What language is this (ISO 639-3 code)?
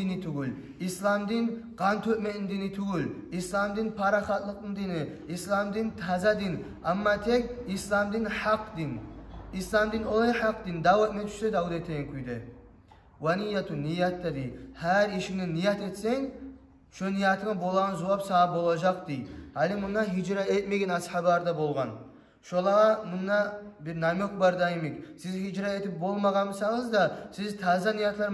kum